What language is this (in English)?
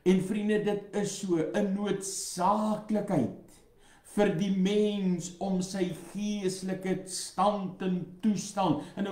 Afrikaans